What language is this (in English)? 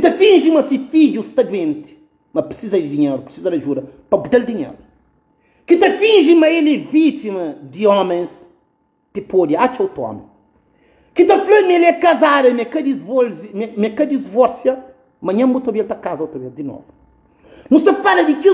Kabuverdianu